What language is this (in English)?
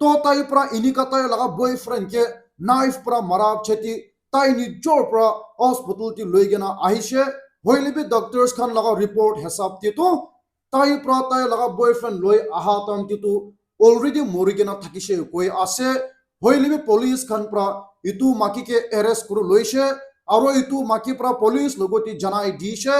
Naga Pidgin